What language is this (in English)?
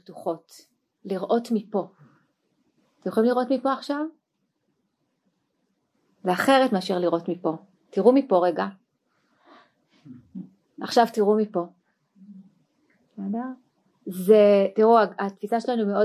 Hebrew